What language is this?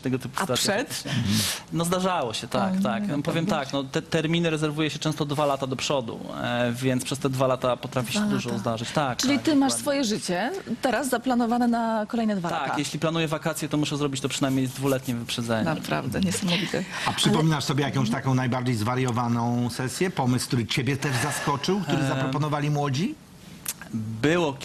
Polish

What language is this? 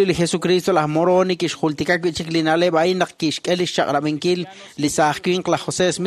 Kekchí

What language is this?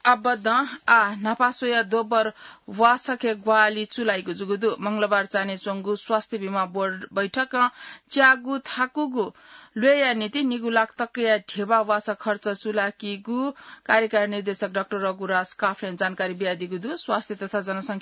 Newari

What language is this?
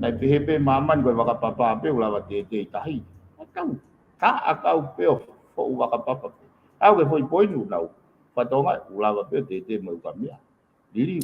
Tongan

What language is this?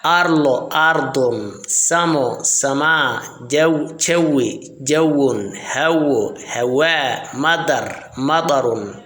Somali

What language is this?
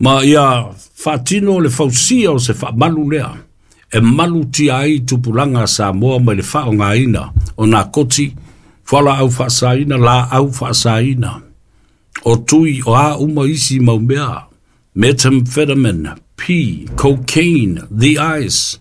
Samoan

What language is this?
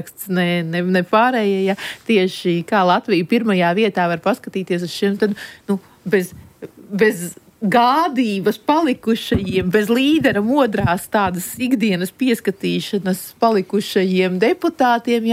Latvian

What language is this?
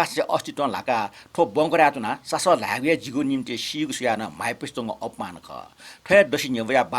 Newari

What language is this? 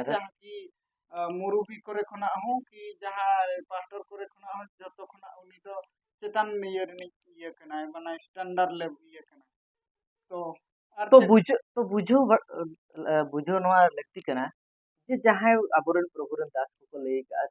Santali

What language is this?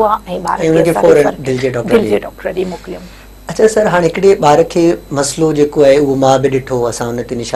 Sindhi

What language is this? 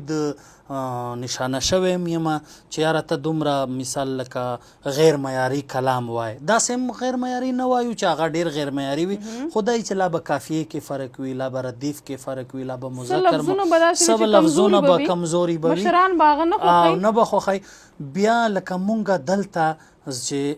Pashto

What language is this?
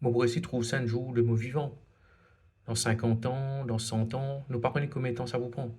Morisyen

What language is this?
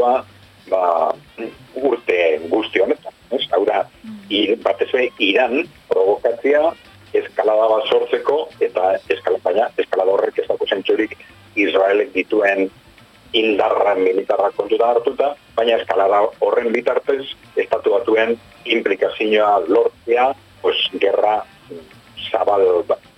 Basque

